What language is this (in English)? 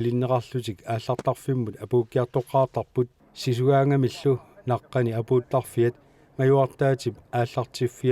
Kalaallisut